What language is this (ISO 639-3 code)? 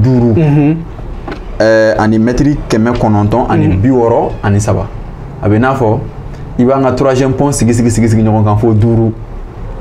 bam